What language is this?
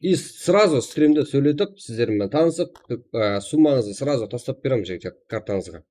Kara-Kalpak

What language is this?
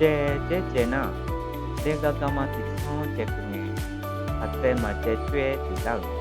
Akha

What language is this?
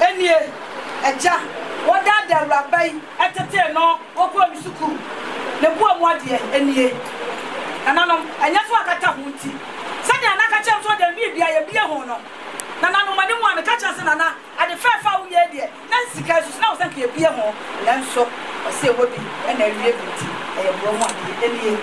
Akan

